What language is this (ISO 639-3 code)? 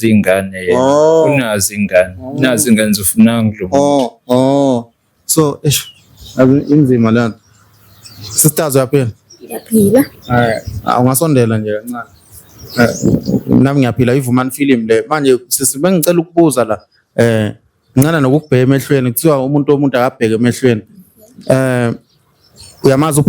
zul